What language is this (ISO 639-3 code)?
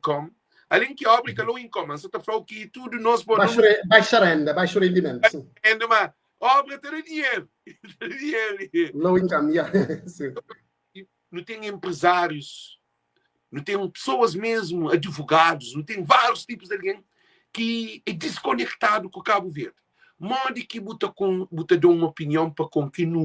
kea